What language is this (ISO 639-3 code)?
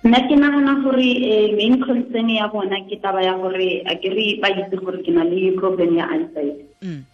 tsn